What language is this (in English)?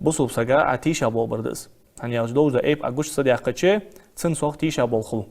Ingush